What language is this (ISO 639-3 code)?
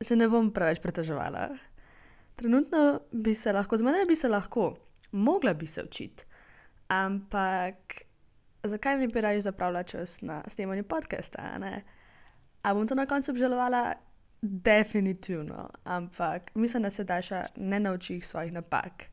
slv